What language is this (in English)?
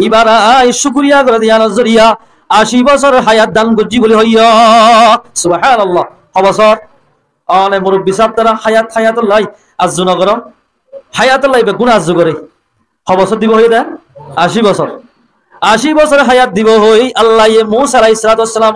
Rohingya